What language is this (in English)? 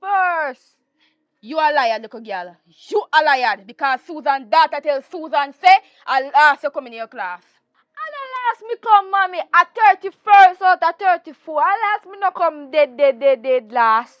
Jamaican Creole English